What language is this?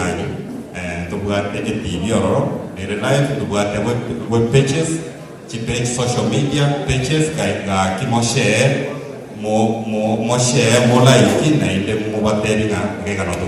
Gusii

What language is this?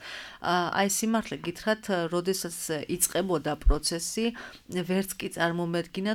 Georgian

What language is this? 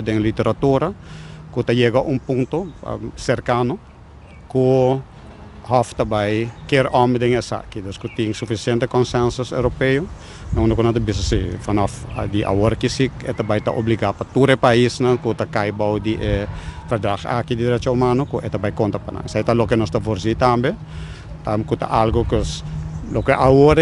Papiamento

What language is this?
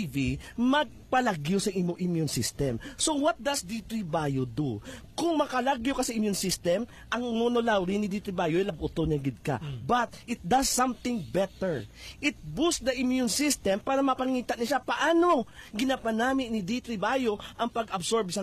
Hiligaynon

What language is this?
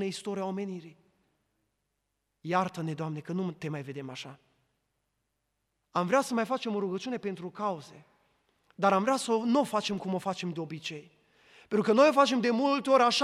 Romanian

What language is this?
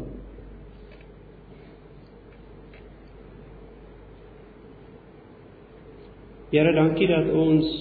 Afrikaans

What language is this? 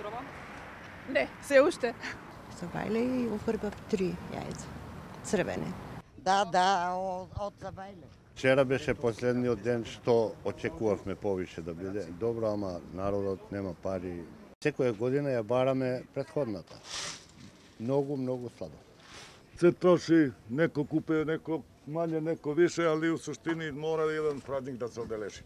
Macedonian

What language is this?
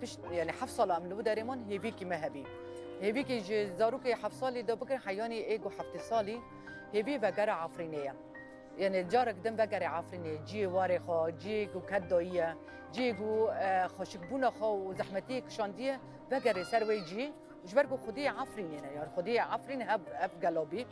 Kurdish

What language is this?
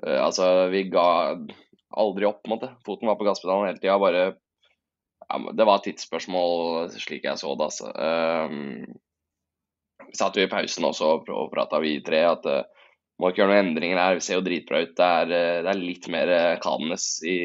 Norwegian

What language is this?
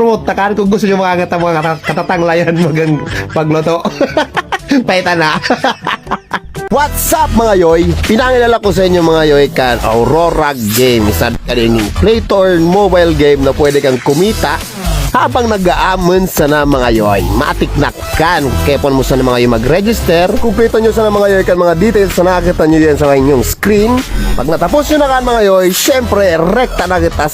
Bikol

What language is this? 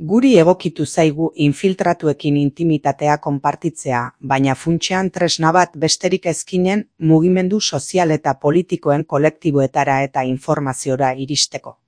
Basque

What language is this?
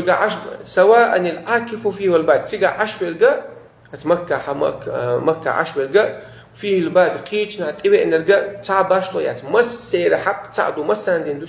Chechen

